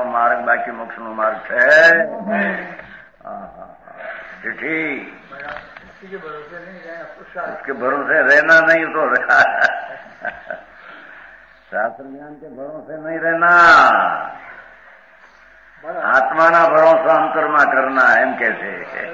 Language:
Gujarati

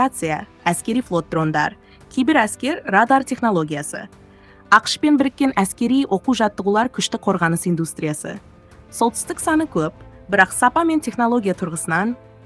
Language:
Kazakh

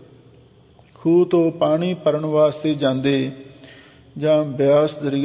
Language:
Punjabi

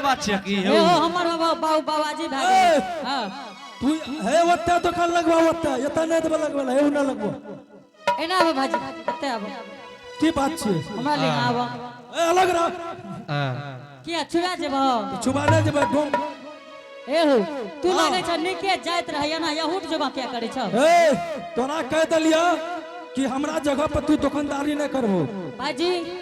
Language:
Angika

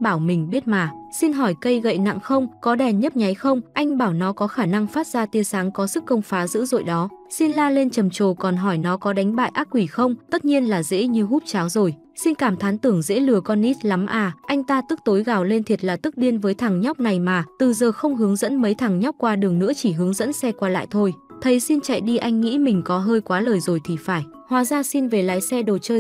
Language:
Vietnamese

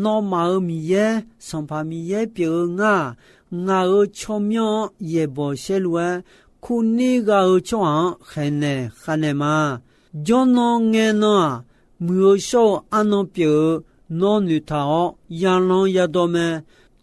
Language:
Akha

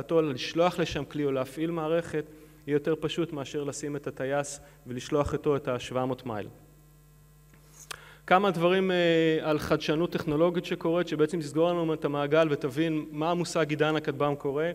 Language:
Hebrew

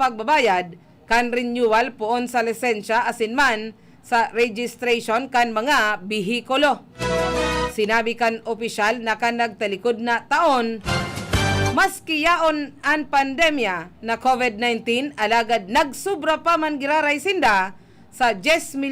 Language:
Bikol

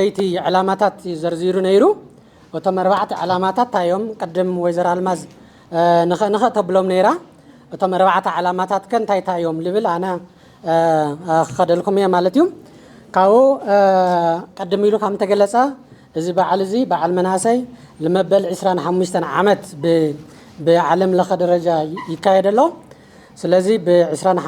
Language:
Tigrinya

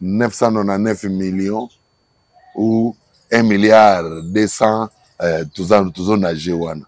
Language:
Lingala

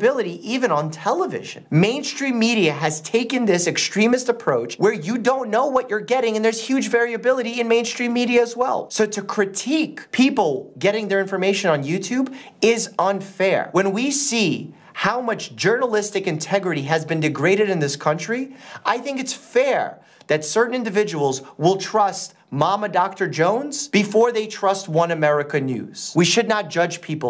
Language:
English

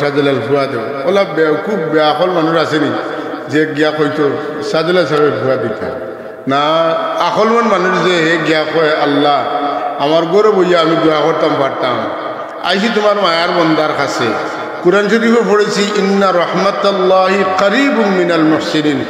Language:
Sylheti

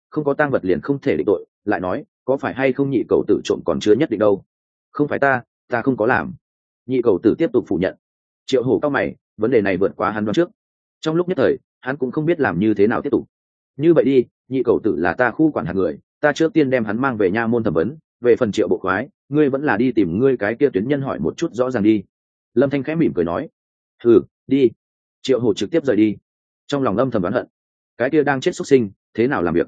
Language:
Vietnamese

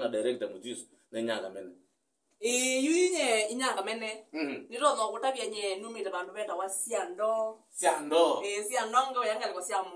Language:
Kamba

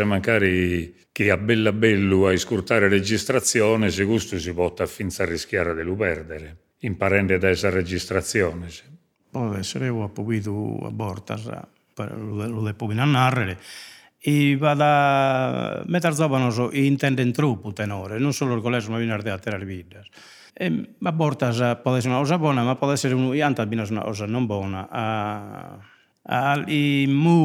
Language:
Sardinian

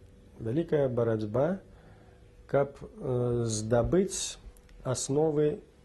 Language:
Belarusian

